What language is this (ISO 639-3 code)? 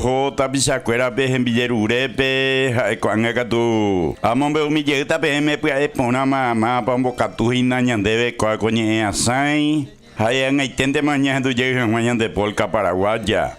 grn